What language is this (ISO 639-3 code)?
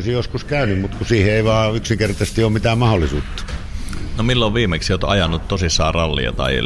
fin